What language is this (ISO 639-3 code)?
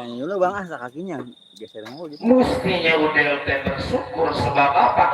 bew